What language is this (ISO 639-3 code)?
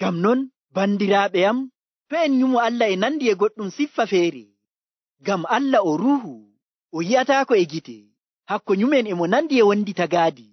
fuv